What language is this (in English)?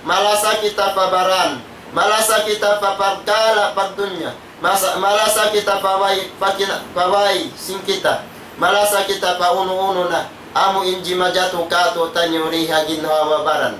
Tausug